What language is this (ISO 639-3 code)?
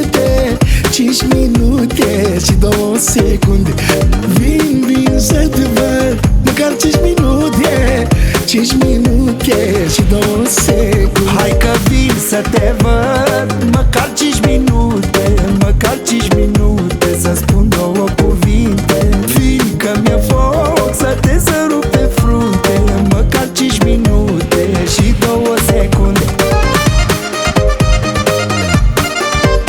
ron